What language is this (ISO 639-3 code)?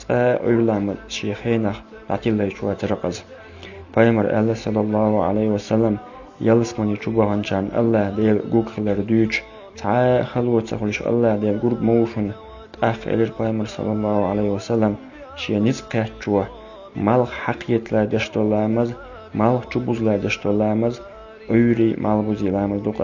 che